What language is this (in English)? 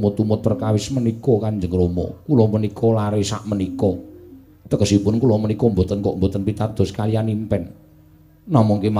Javanese